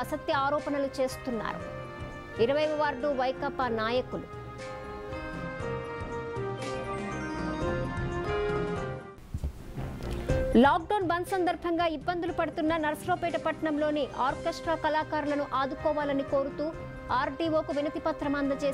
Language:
Telugu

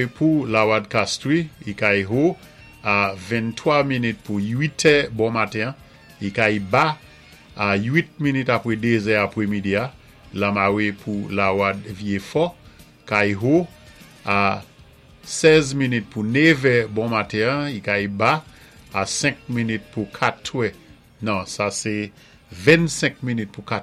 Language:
Saint Lucian Creole French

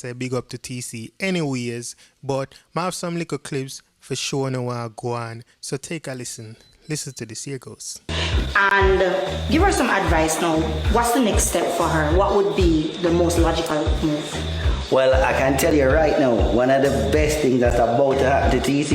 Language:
Jamaican Creole English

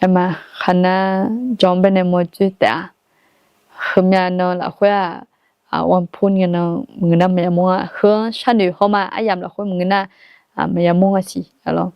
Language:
Akha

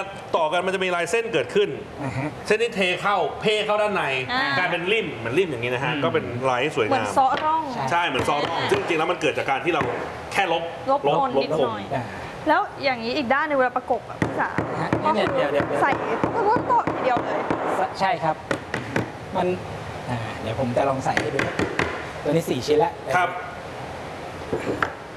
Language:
Thai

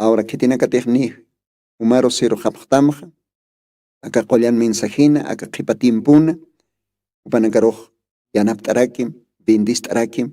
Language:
Aymara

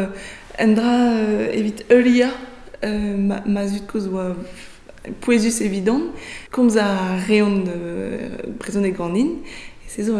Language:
Breton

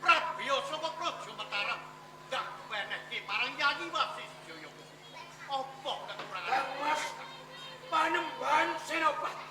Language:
Javanese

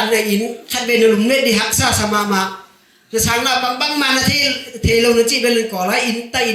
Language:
Tedim Chin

